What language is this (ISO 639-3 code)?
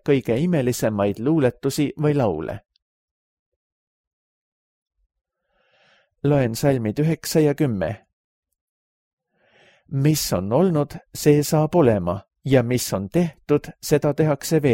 est